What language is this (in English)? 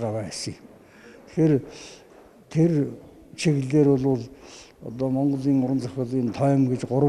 Mongolian